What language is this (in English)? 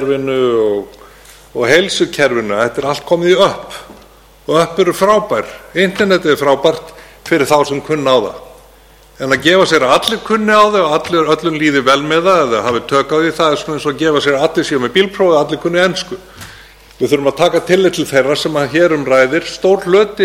Icelandic